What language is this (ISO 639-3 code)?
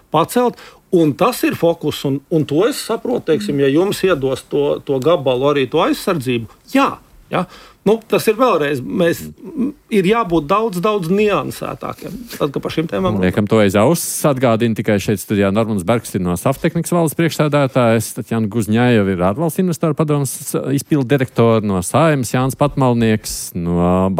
lav